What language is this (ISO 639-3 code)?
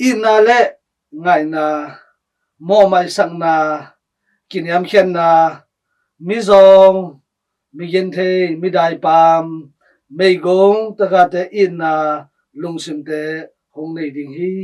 ctd